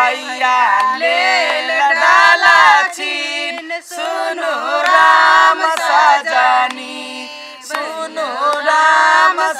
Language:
Maithili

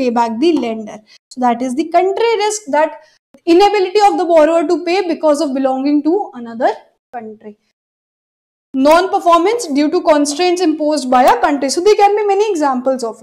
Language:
English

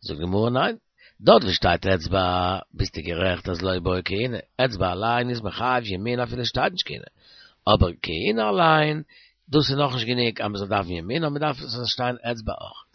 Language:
Yiddish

